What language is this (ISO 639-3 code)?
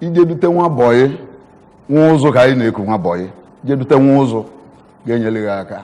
ibo